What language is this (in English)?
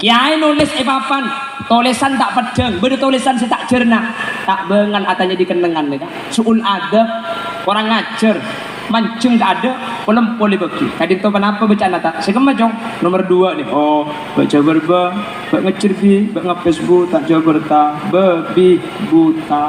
Madurese